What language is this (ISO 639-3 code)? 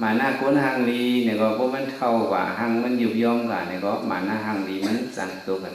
shn